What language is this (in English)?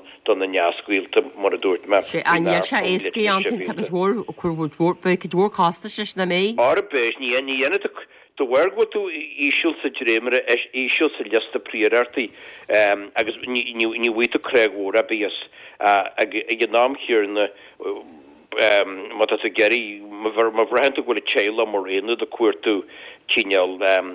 Irish